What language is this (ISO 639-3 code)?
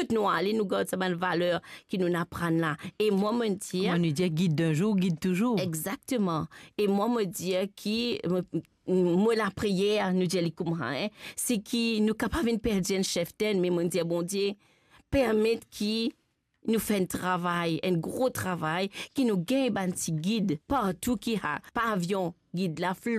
mfe